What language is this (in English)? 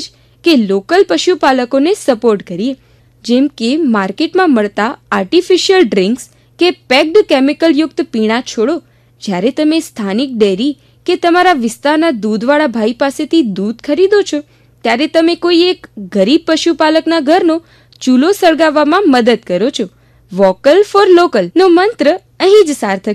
Gujarati